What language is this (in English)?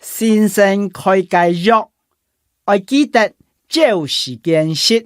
Hakka Chinese